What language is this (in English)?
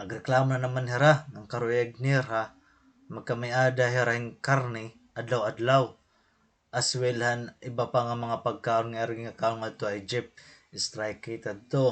Waray